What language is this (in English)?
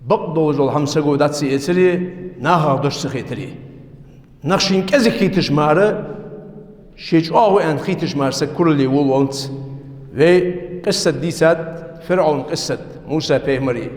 Ingush